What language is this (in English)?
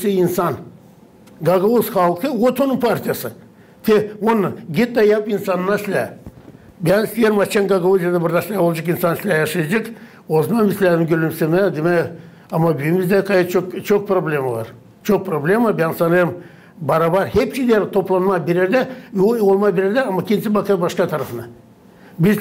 Gagauz